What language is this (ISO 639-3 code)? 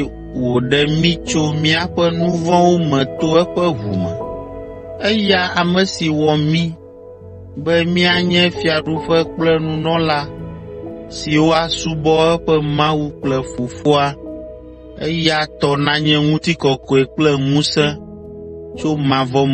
ewe